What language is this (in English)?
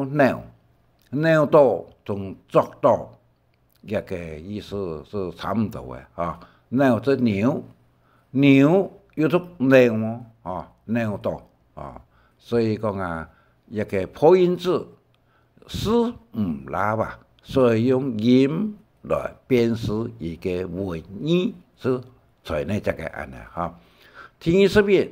Hakka Chinese